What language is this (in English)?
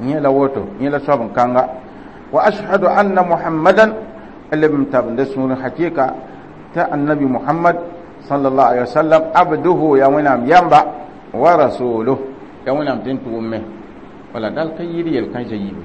Mossi